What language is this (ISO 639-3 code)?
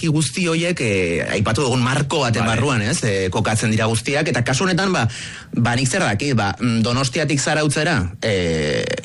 eus